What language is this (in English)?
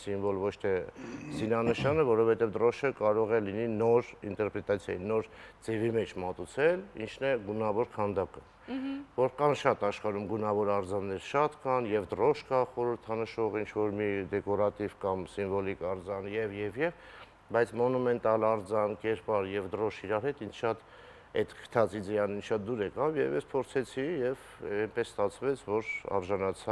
Armenian